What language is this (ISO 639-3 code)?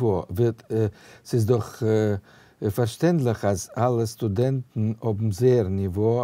yid